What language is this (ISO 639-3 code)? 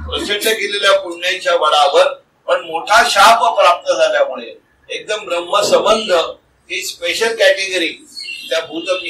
mar